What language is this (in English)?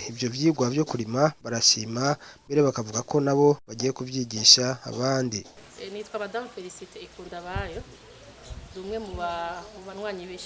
Rundi